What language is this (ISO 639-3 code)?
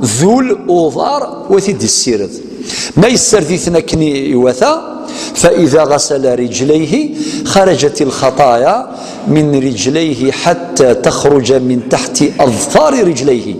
kab